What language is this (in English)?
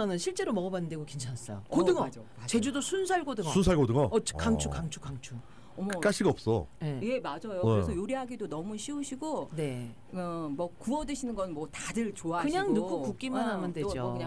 Korean